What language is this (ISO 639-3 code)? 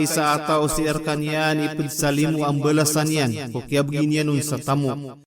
mrw